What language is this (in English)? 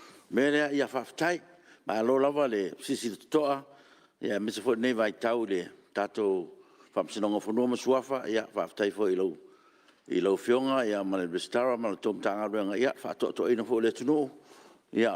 Samoan